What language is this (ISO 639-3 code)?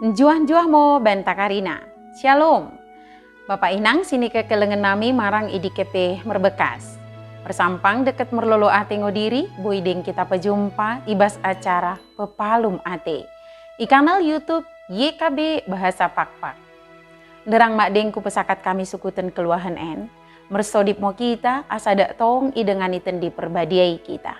btd